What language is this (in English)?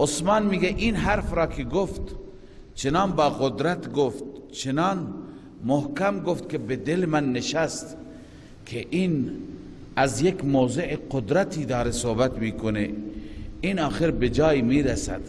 Persian